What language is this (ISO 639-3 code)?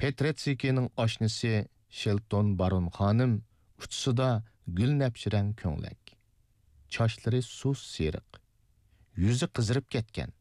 uig